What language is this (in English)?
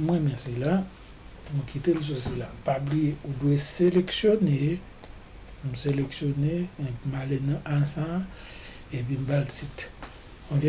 Haitian Creole